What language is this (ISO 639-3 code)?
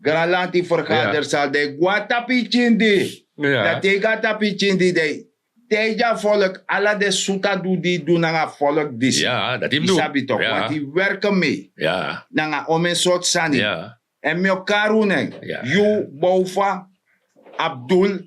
srn